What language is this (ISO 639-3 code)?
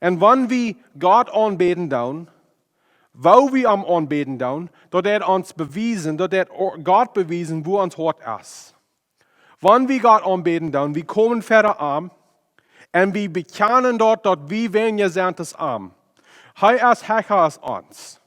pdt